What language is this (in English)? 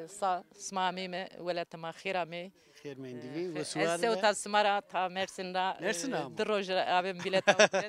Zaza